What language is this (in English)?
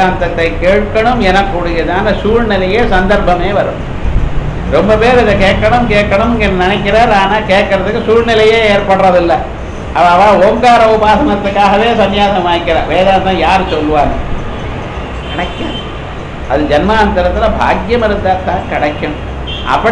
Tamil